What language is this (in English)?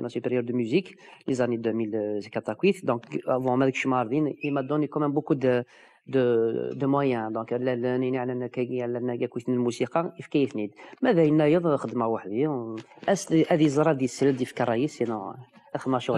Kabyle